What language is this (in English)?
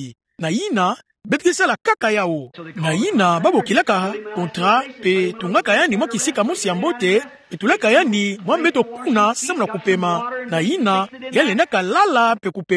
Kituba (Democratic Republic of Congo)